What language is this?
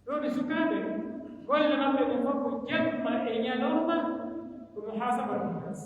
Pular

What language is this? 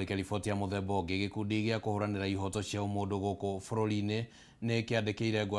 Kikuyu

